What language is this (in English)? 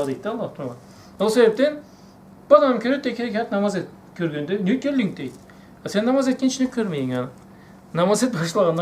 Karachay-Balkar